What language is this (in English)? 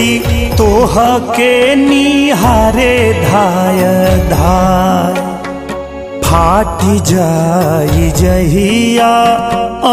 Bhojpuri